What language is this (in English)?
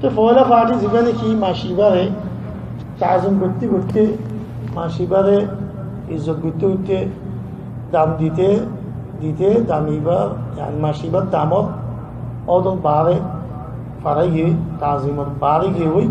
Rohingya